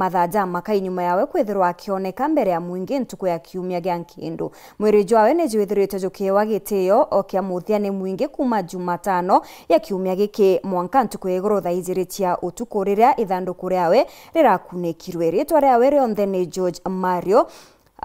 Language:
Meru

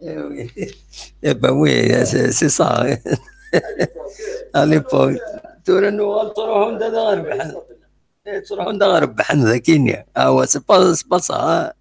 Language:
Kabyle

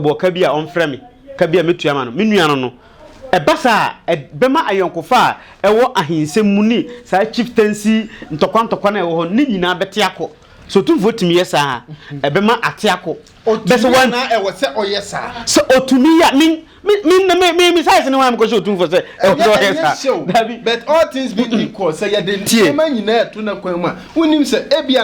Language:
Akan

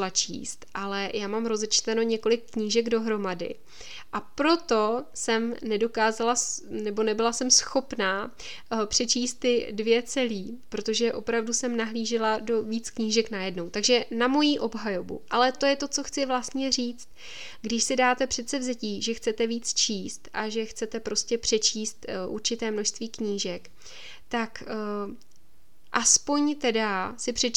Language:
Czech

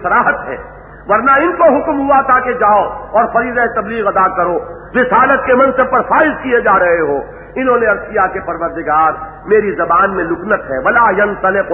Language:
Urdu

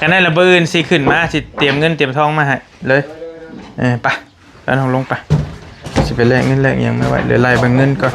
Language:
Northeastern Thai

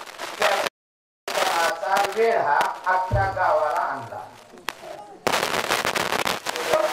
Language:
Marathi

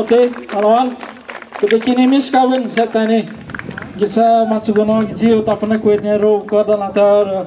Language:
Atikamekw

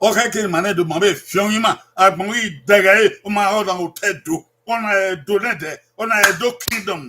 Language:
Bini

